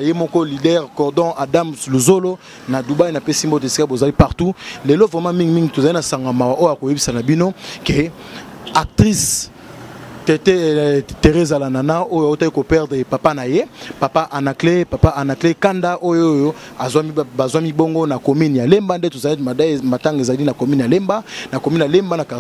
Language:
Lingala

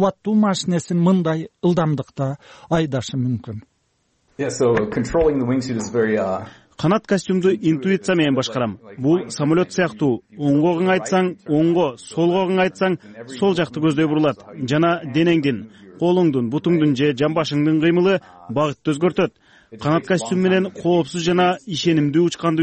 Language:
Kyrgyz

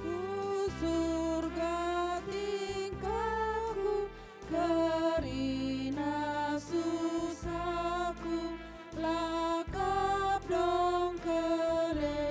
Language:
Batak Karo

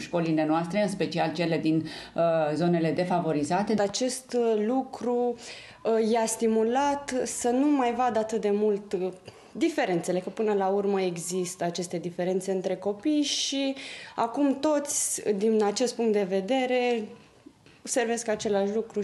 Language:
Romanian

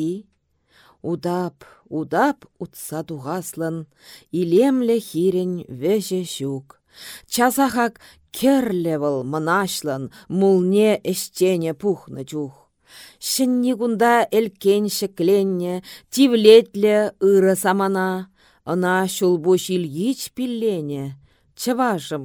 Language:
Chuvash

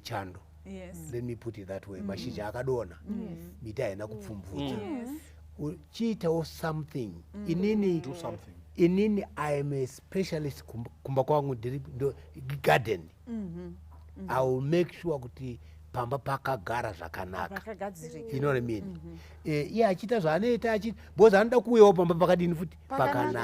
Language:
Shona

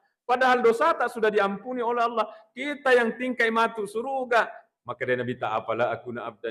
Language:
Buginese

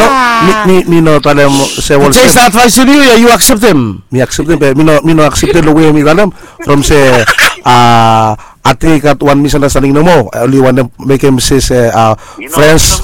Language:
Bislama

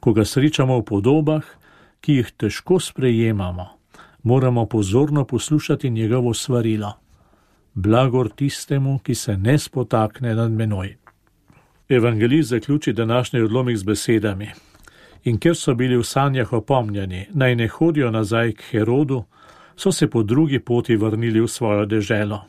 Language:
Slovenian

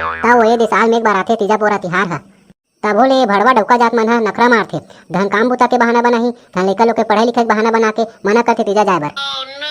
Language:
Chhattisgarhi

